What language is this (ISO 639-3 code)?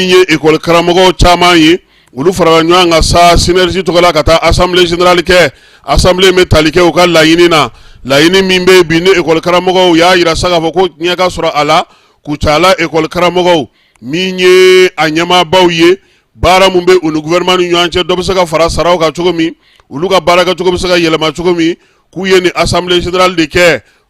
bam